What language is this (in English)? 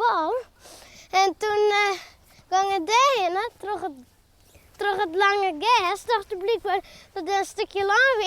Western Frisian